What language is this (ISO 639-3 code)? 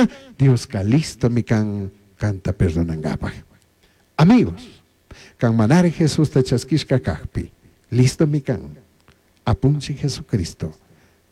qug